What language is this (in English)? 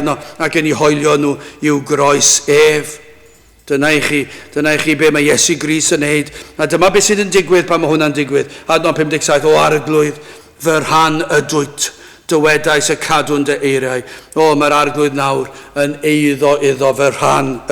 Welsh